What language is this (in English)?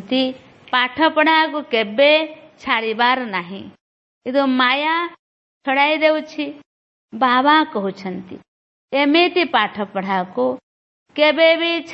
Odia